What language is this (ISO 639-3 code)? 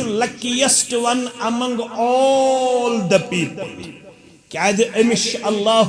kas